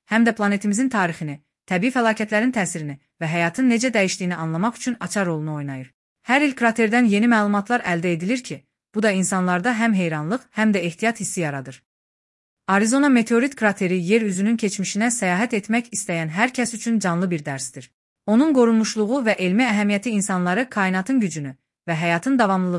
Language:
Azerbaijani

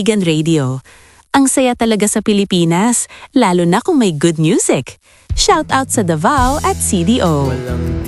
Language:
Filipino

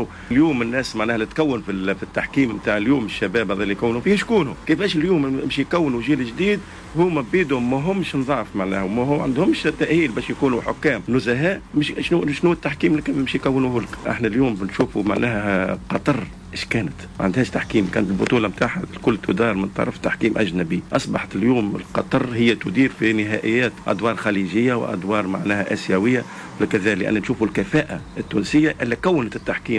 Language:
Tunisian Arabic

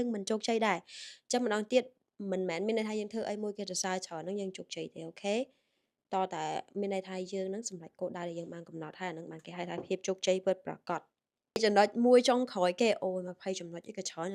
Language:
Khmer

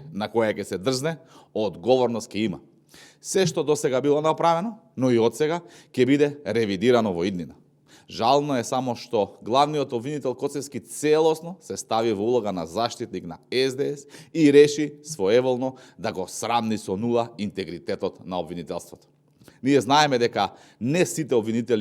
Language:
Macedonian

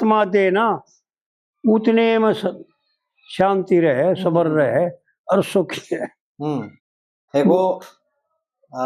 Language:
Haryanvi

